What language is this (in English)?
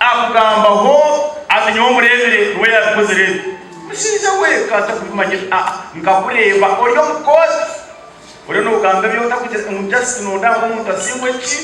Nyankole